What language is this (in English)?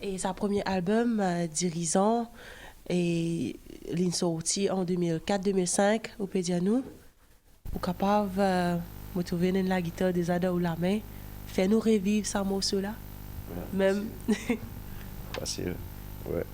Morisyen